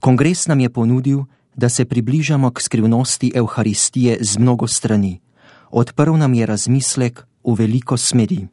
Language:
Slovenian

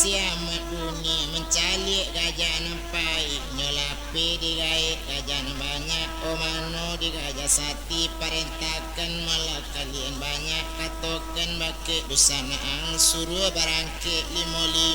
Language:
Minangkabau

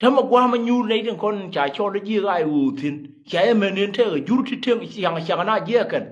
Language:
Nuer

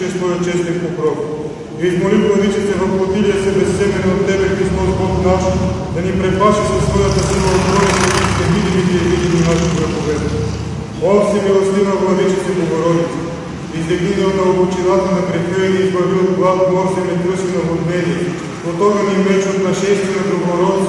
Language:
Bulgarian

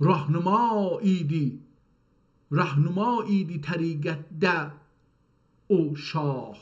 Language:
South Azerbaijani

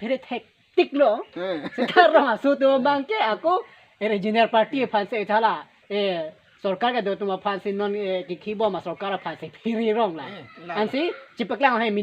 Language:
Karbi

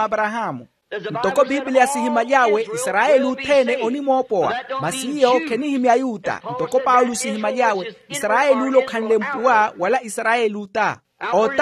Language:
Makhuwa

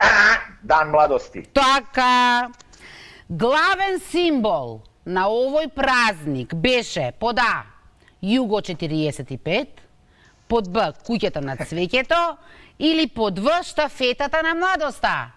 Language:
Macedonian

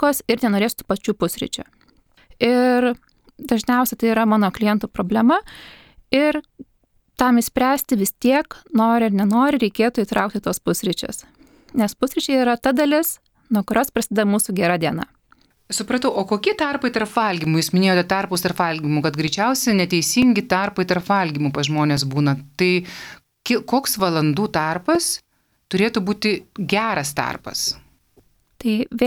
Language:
Lithuanian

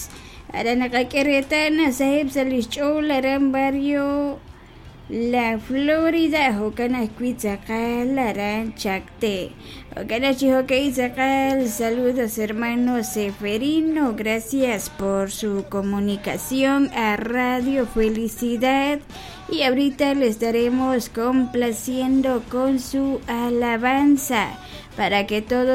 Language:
Kekchí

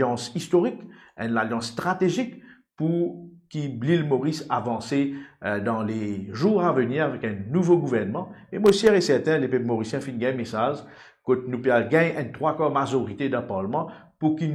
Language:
Morisyen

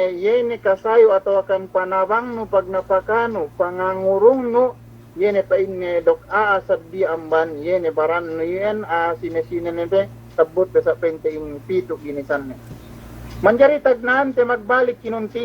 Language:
Yakan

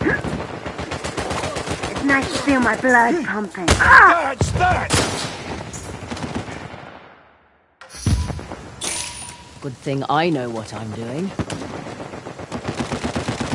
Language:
English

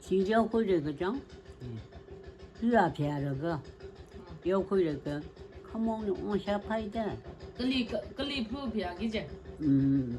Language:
Tangkhul Naga (India)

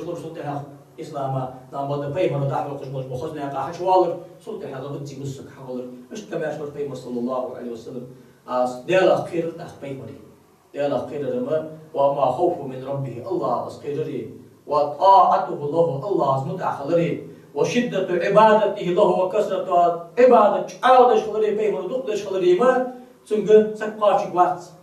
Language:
Ingush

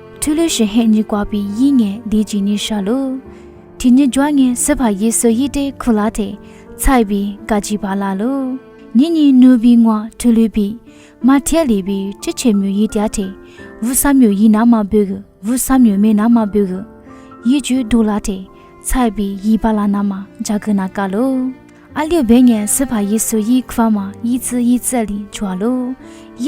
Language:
Lisu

